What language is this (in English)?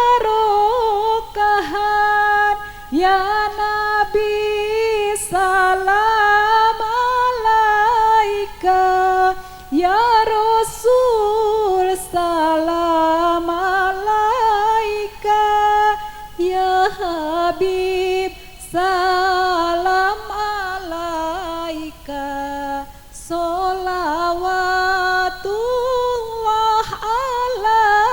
Sundanese